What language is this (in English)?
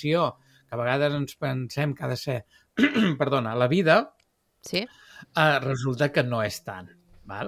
Catalan